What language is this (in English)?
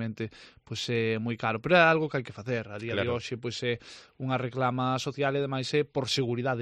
Galician